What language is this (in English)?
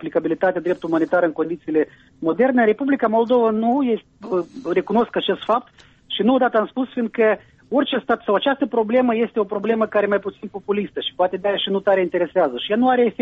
Romanian